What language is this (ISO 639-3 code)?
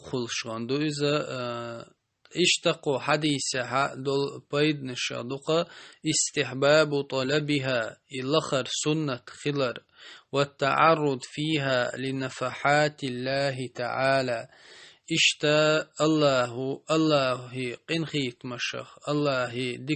che